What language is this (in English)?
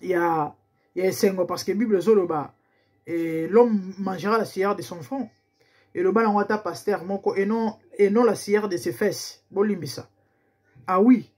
Lingala